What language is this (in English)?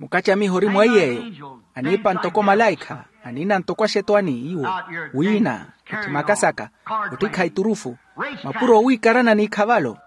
Makhuwa